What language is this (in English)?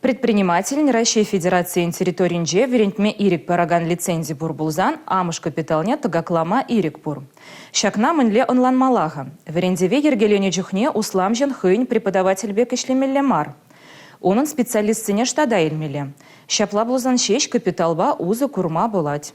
Chuvash